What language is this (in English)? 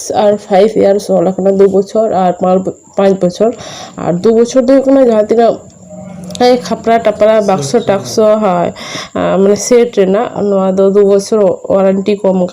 Santali